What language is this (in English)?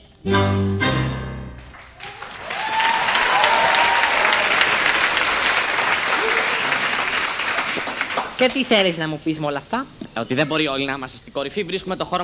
Greek